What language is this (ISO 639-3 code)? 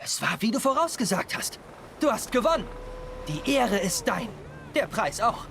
gsw